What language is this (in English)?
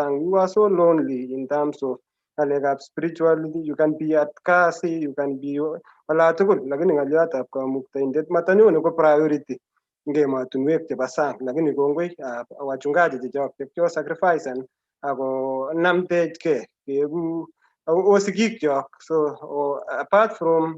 Kalenjin